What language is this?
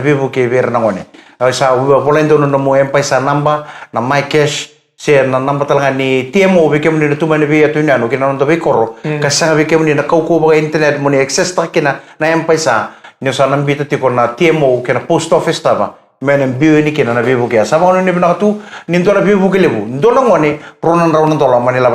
Fijian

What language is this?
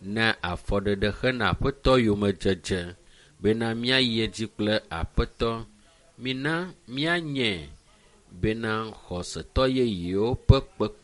Ewe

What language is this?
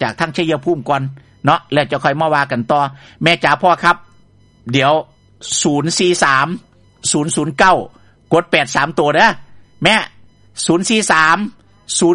Thai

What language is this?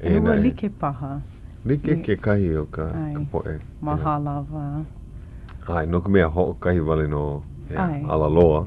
Hawaiian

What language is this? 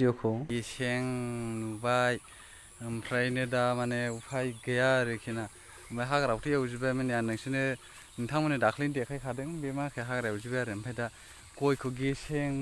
Bodo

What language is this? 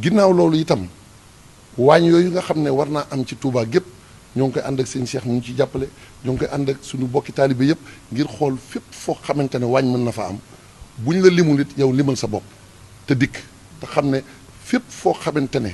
Wolof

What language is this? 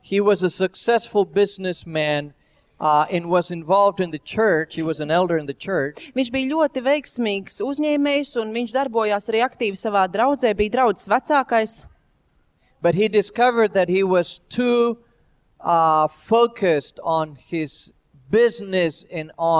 Latvian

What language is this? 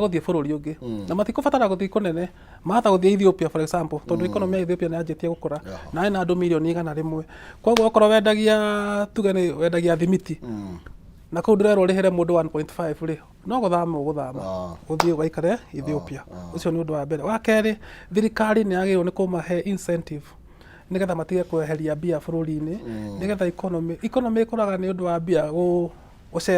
Kikuyu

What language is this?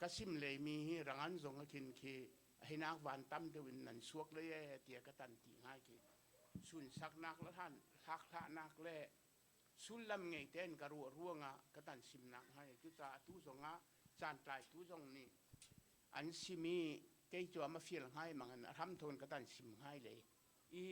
Hakha Chin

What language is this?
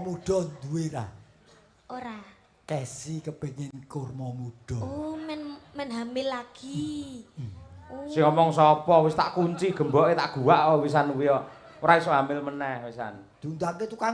Javanese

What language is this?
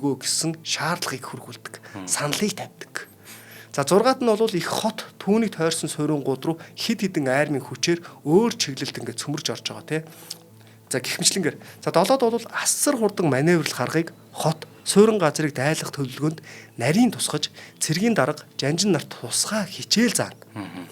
Mongolian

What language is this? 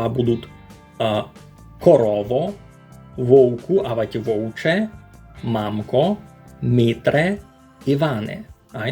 Rusyn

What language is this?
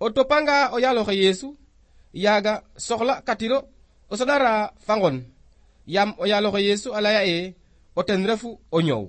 Serer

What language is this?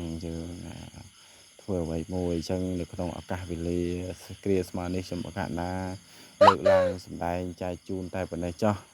Khmer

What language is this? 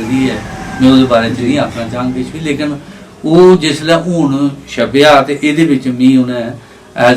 Dogri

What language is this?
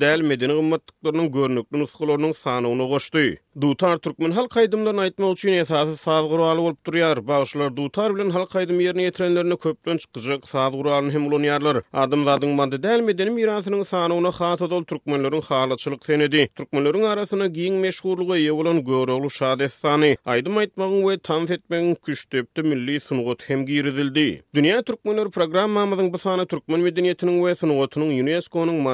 Turkmen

